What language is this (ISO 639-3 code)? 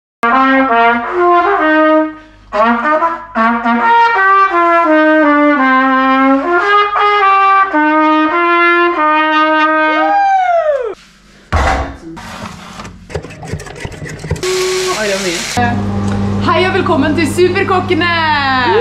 nor